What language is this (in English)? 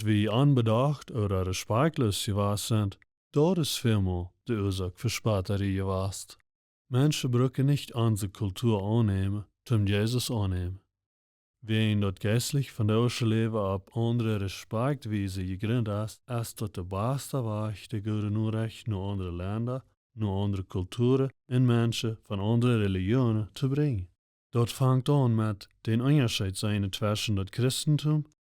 Plautdietsch